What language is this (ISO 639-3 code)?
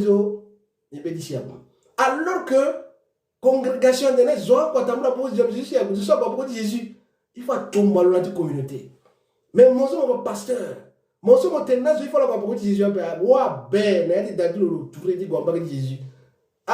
sag